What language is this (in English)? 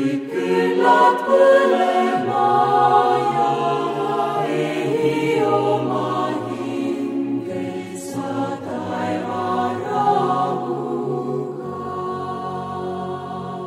Estonian